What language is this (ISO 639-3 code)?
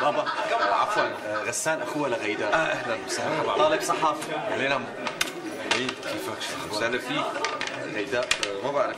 apc